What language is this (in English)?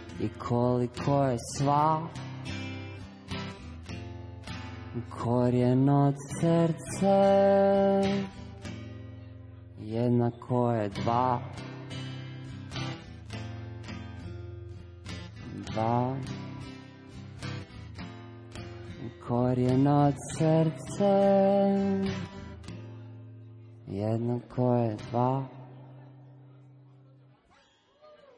Croatian